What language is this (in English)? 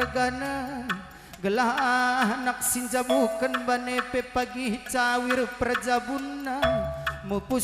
Batak Karo